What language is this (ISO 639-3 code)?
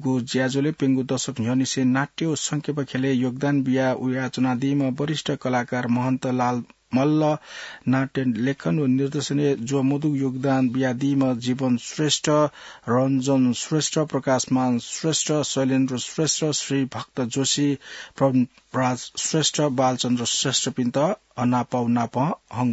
new